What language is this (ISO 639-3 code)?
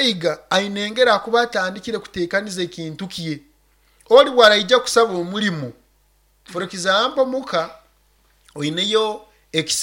nyo